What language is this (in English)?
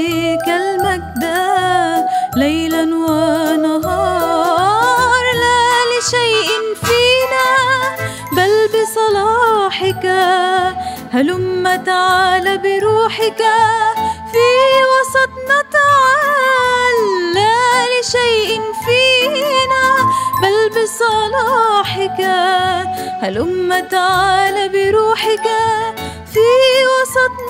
Arabic